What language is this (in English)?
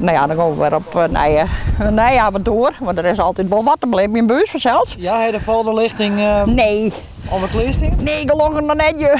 Western Frisian